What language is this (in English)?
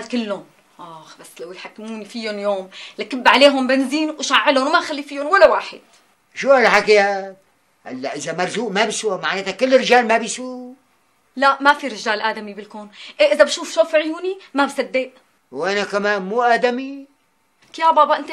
North Levantine Arabic